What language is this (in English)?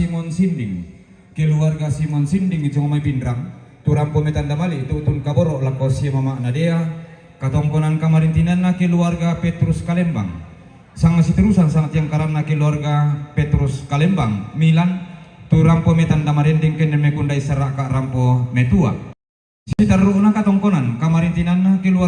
Toraja-Sa'dan